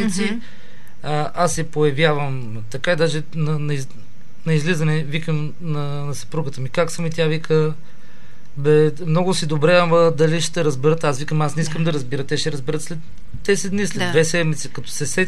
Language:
Bulgarian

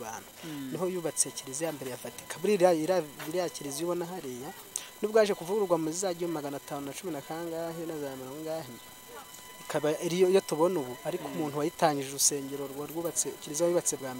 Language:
Kinyarwanda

